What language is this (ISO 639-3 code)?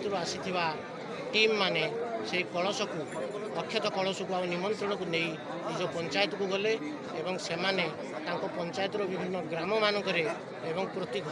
ori